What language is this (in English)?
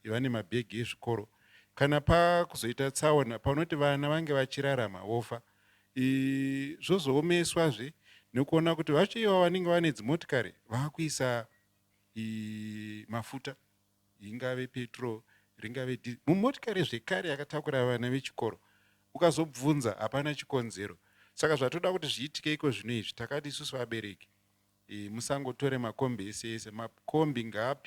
Shona